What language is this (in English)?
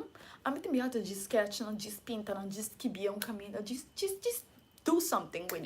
Papiamento